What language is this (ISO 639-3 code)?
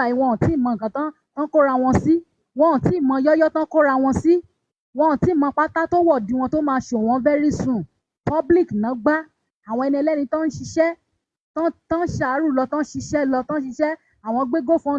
yor